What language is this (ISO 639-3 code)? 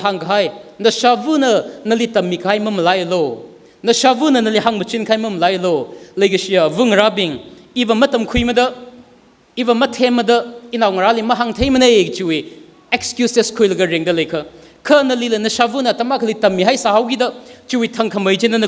nmf